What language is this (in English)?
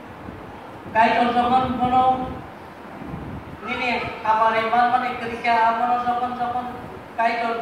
Indonesian